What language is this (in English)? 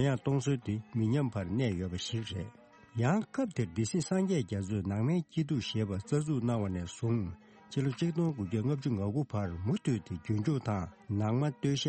Tibetan